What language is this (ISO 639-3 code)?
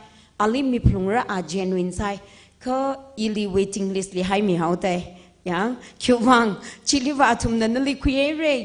nmf